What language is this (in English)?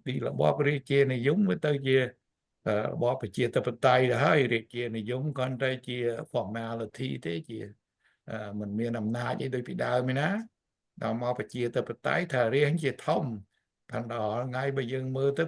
Khmer